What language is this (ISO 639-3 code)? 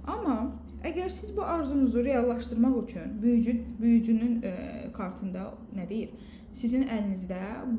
aze